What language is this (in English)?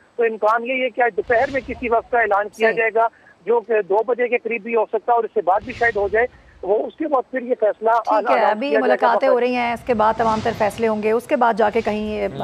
Urdu